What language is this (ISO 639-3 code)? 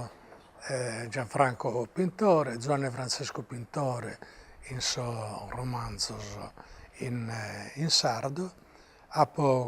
srd